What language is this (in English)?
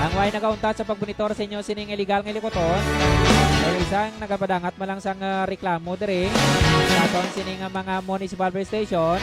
Hiligaynon